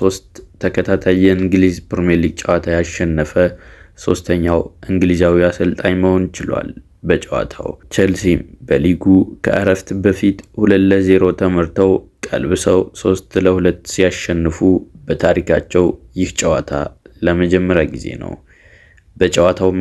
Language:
Amharic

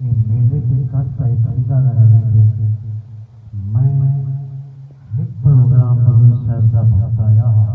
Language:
Saraiki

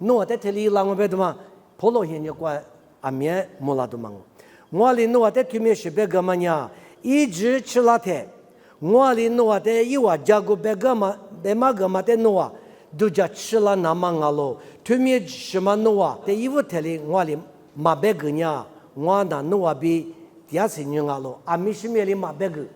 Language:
Lisu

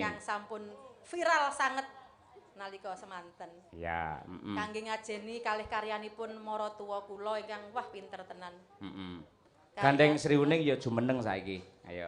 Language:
Javanese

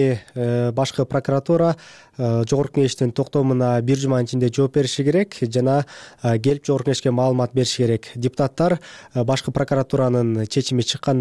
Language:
Kyrgyz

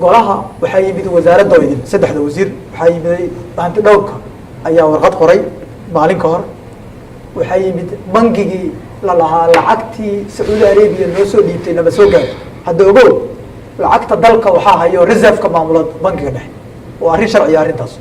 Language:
Somali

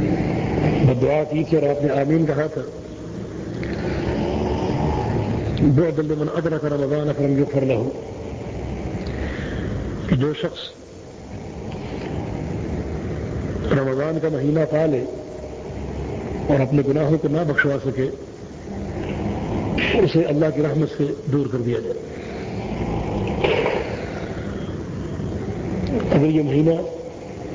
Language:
Urdu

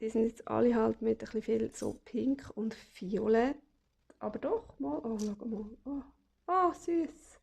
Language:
Swiss German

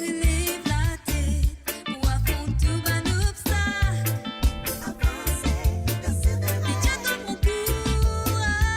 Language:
Morisyen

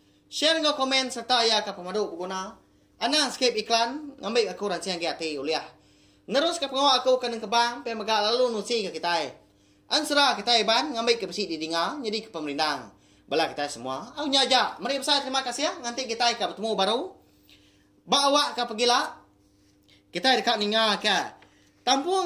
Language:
Iban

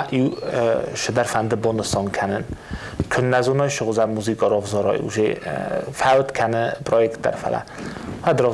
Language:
Ossetic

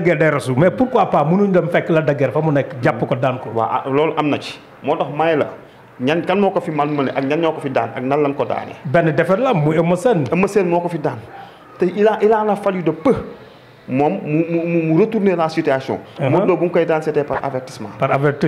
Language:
Wolof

